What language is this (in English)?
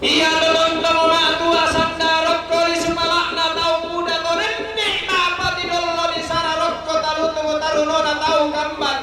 Toraja-Sa'dan